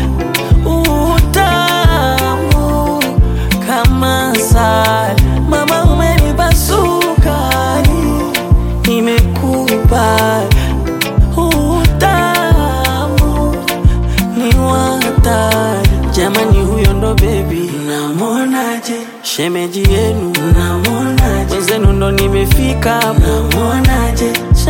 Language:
Swahili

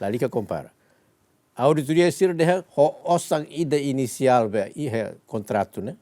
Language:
Tetum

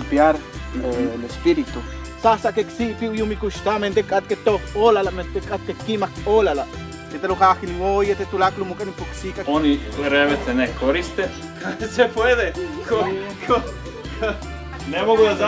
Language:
Serbian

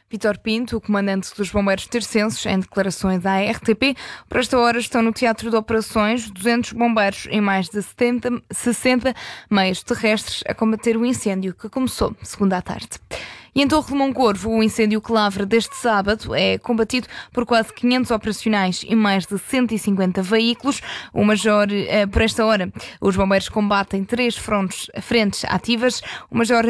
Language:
Portuguese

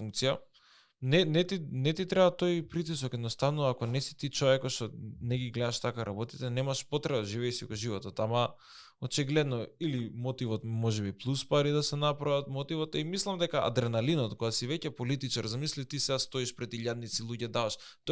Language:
Macedonian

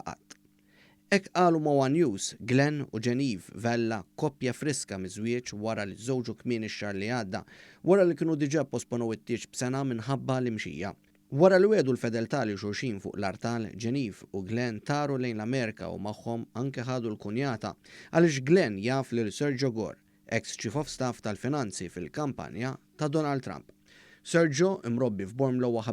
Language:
Maltese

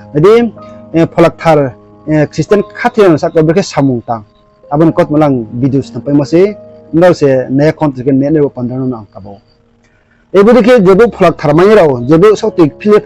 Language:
Riang (India)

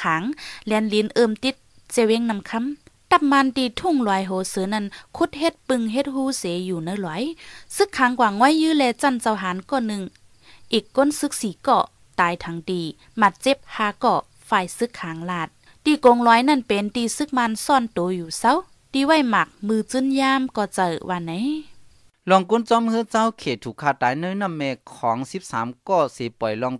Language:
Shan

